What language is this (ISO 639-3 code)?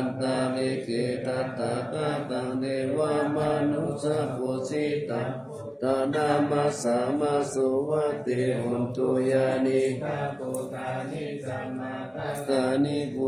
pli